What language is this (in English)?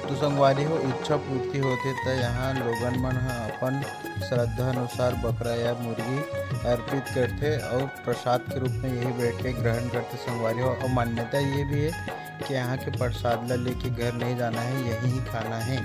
Chhattisgarhi